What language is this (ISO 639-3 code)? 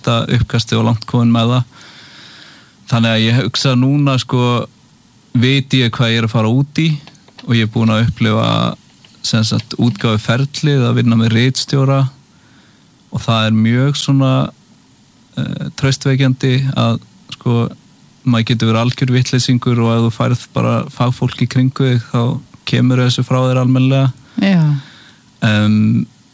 isl